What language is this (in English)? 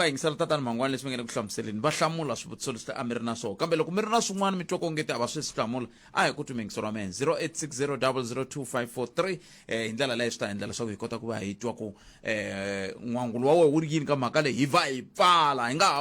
Tsonga